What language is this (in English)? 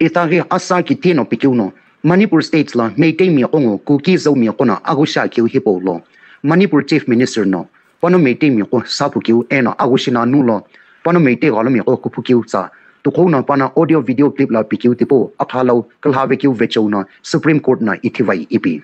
Sumi Naga